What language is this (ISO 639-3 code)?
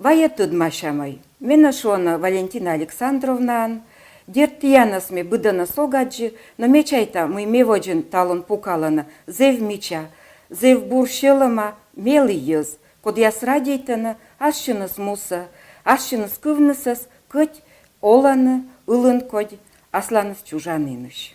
kom